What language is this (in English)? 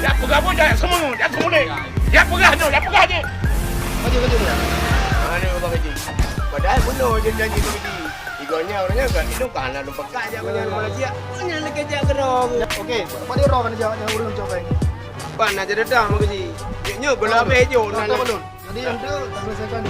Achinese